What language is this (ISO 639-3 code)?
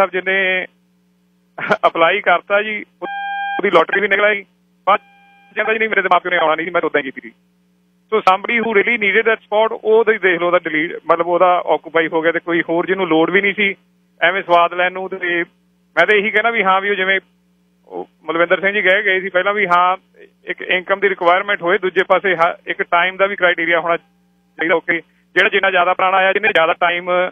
pan